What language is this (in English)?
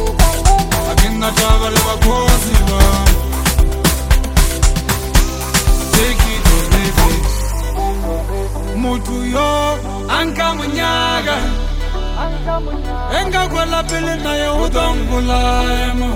Swahili